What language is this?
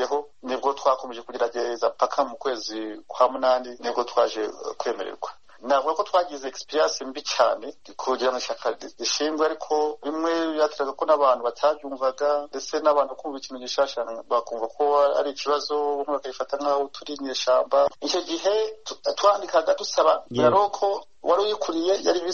Kinyarwanda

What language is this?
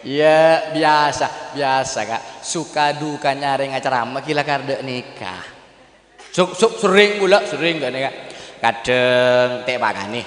Madurese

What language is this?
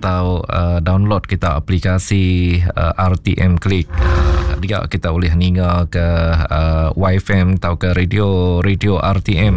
Iban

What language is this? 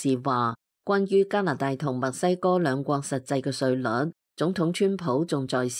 Cantonese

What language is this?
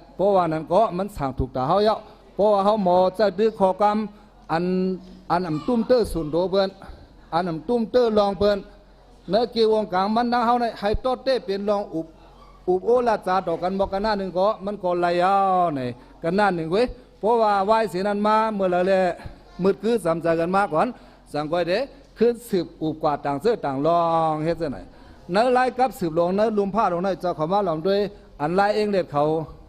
Shan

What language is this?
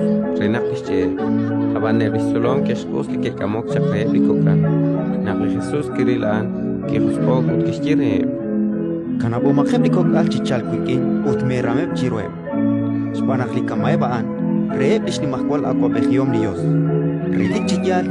Kekchí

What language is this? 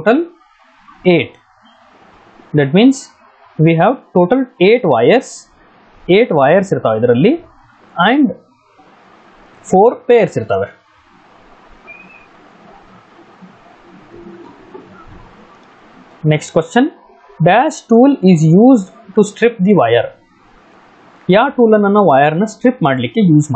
Kannada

